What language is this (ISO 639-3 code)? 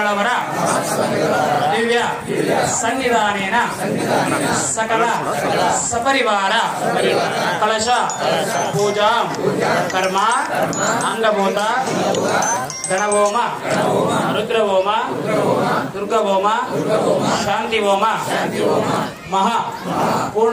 kan